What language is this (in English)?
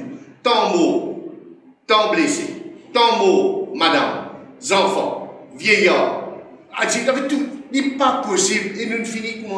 Morisyen